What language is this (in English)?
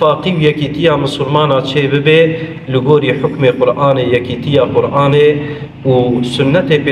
Kurdish